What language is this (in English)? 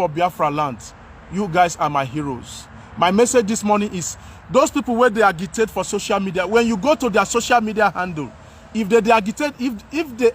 Nigerian Pidgin